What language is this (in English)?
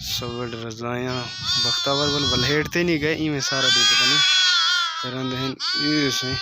Saraiki